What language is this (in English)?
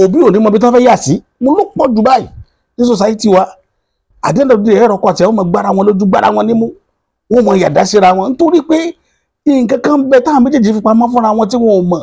Yoruba